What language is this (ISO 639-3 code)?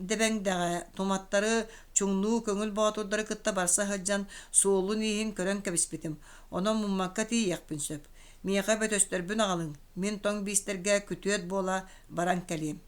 sah